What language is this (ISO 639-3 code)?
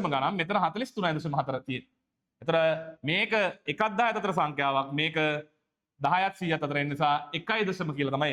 sin